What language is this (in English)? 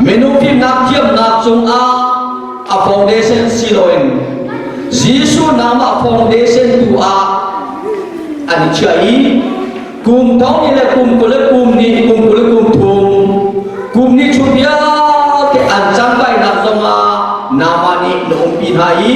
Falam Chin